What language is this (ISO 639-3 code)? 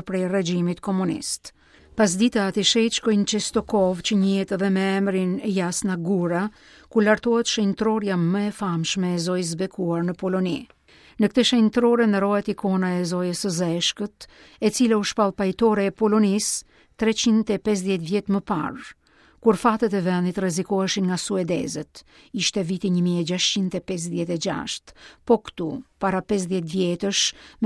sqi